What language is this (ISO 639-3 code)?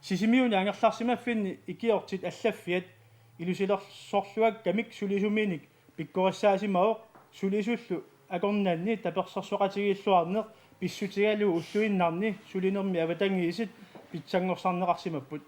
kal